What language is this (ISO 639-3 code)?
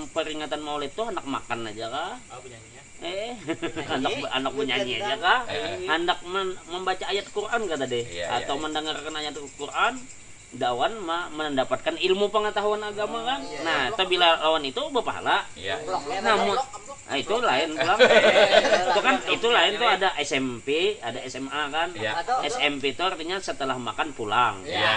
bjn